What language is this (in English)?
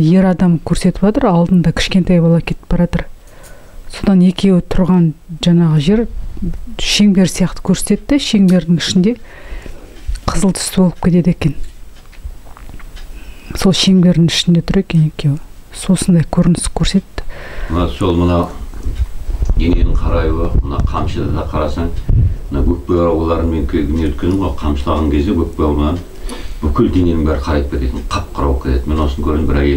Kazakh